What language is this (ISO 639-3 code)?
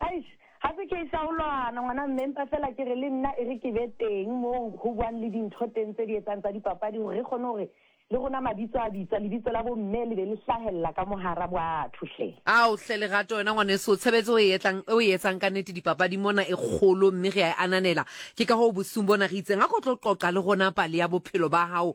sot